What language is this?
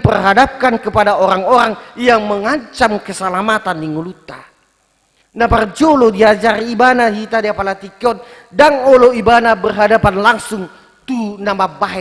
Batak Toba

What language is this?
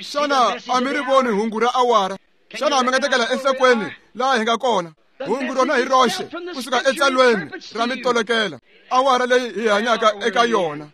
Tsonga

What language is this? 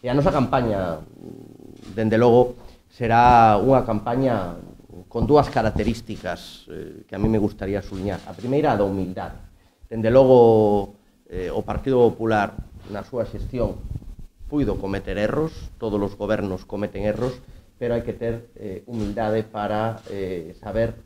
Galician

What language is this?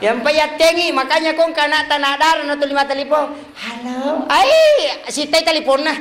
Buginese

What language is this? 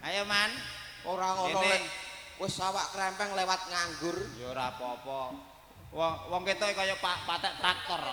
Javanese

